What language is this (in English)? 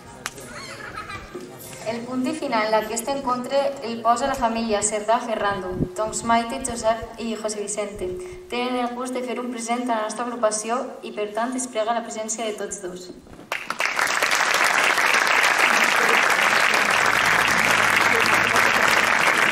Catalan